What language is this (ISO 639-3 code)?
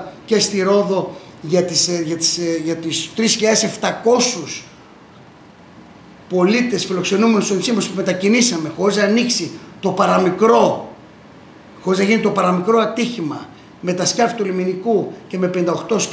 ell